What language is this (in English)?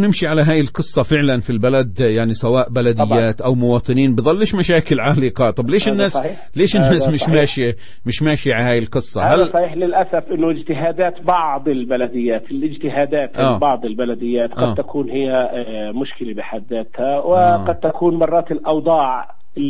South Levantine Arabic